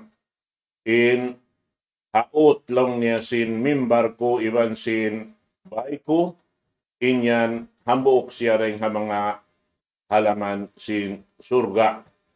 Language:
Tausug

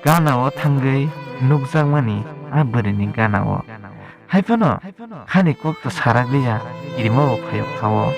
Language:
Kok Borok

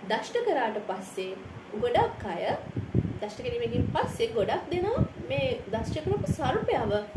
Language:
Sinhala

